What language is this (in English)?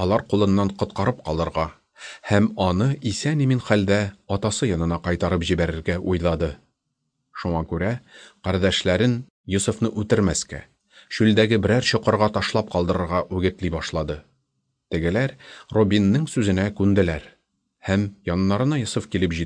Tatar